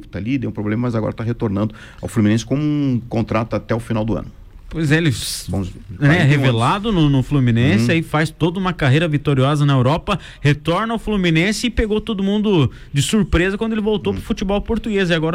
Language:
Portuguese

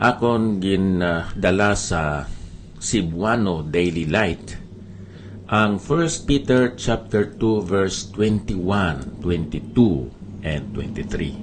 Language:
Hiligaynon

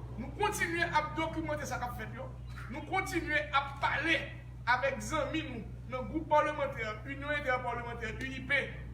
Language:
Haitian Creole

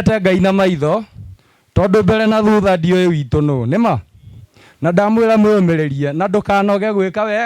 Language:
Kikuyu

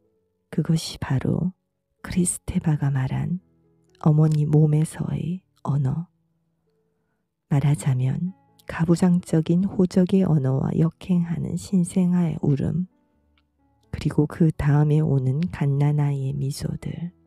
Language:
Korean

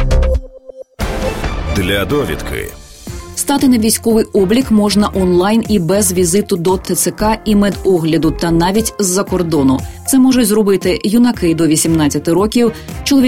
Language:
Ukrainian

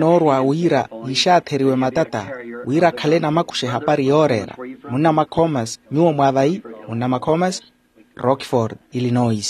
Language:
Makhuwa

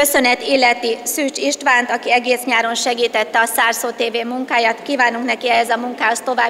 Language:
Hungarian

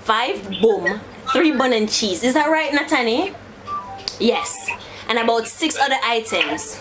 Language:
Jamaican Creole English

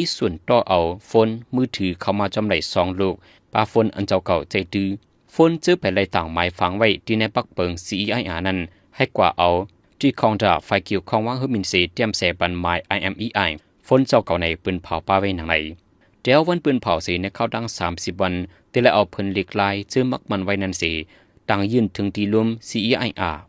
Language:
Shan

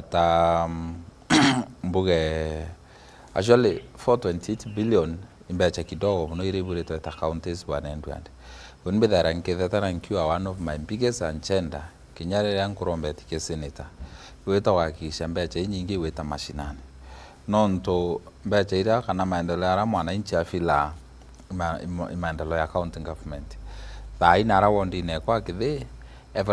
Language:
Meru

